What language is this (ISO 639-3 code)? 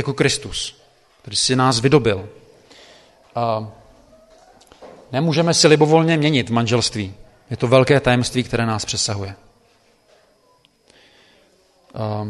ces